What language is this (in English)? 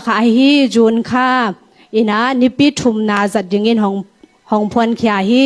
Tedim Chin